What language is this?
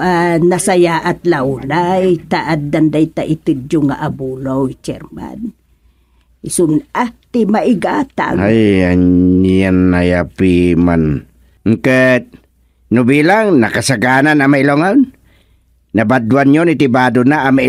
Iloko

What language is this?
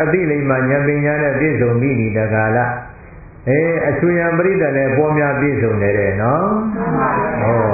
Burmese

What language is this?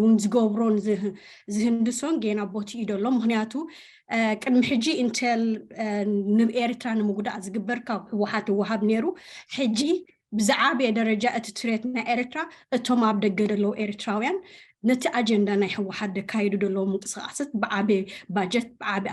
Tigrinya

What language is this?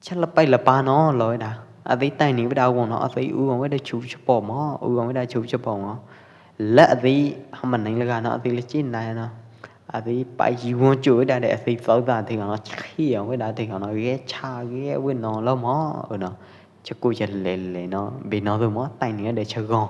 Pwo Eastern Karen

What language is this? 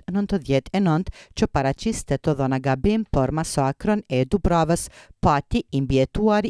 Albanian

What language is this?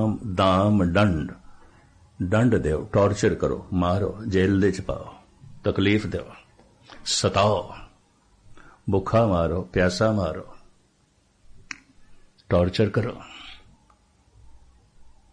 Punjabi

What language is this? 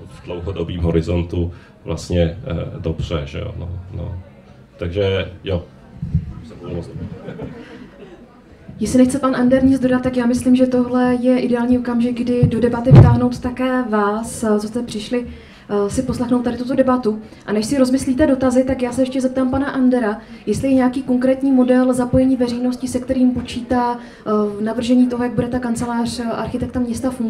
Czech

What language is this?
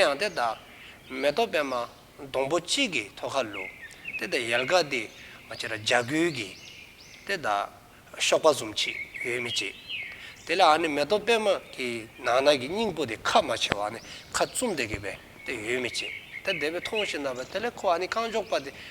Dzongkha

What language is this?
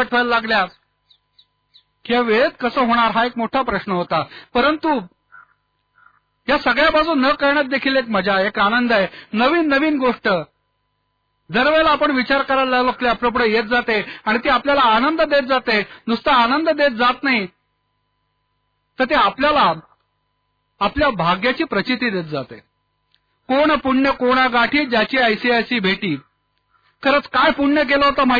Marathi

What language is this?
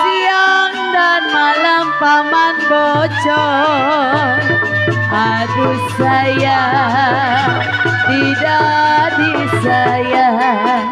Betawi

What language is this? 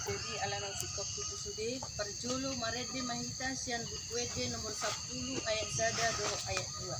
Batak Toba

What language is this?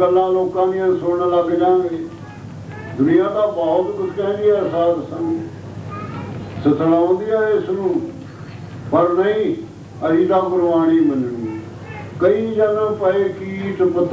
Punjabi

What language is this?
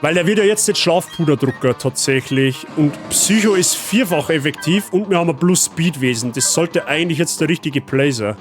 Bavarian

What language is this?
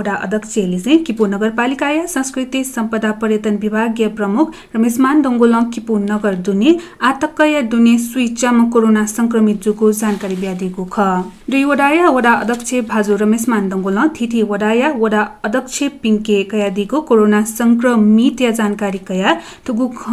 Newari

